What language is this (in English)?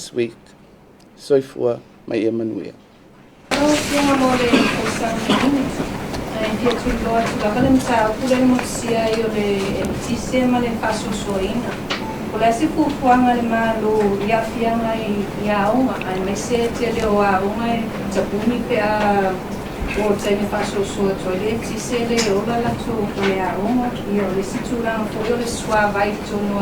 Samoan